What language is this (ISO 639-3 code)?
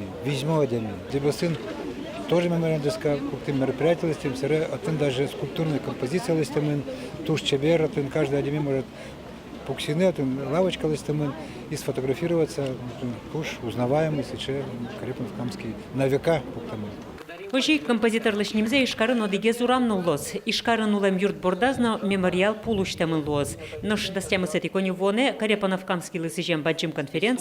udm